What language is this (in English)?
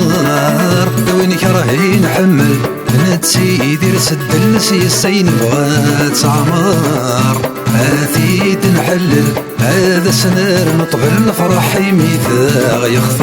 Kabyle